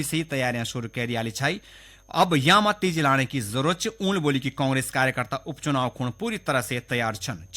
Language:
Garhwali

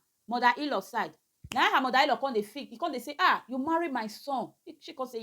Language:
Nigerian Pidgin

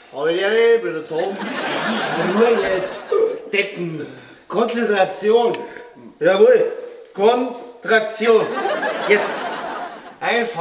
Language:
Bavarian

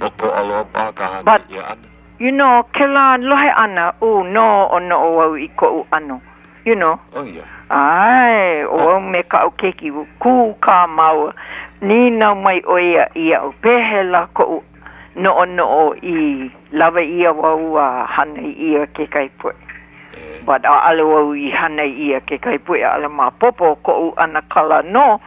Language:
Hawaiian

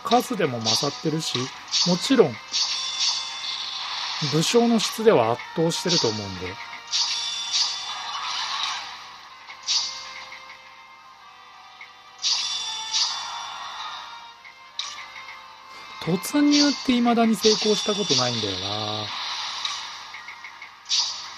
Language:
Japanese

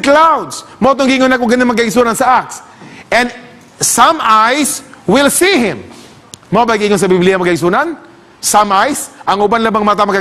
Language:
Cebuano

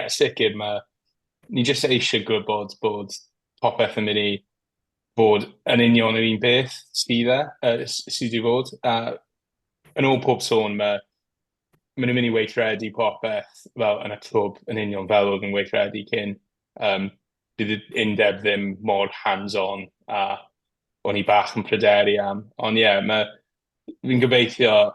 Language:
Welsh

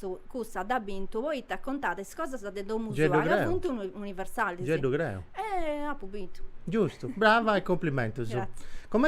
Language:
Sardinian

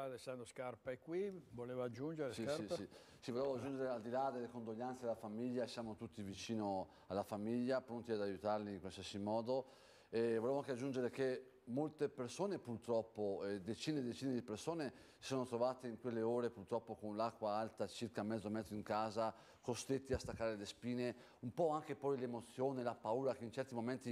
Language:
Italian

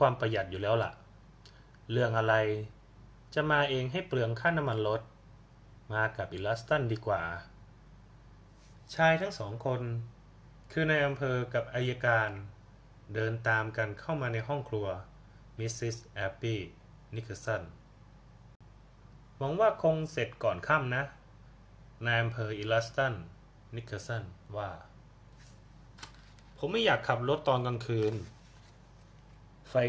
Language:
Thai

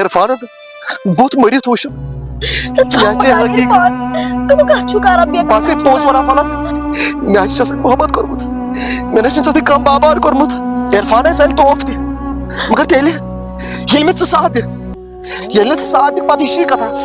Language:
Kashmiri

